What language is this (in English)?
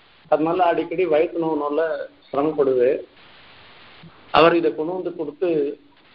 Tamil